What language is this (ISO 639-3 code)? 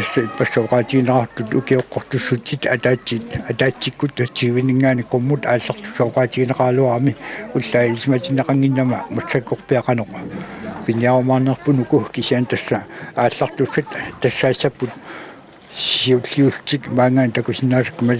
kal